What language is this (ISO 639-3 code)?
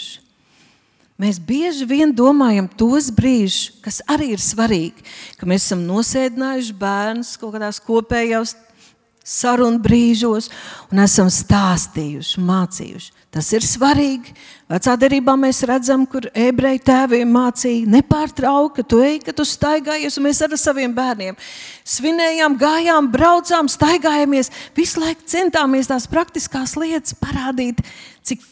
lav